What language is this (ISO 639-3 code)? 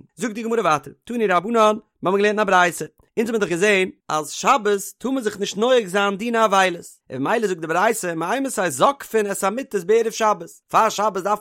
yid